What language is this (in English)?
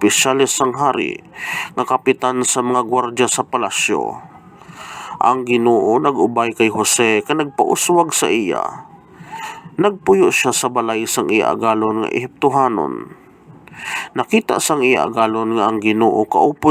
Hiligaynon